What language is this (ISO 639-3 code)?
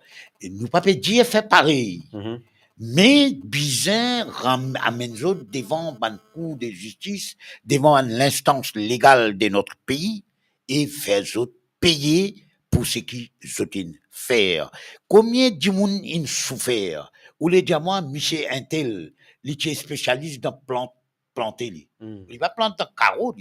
mfe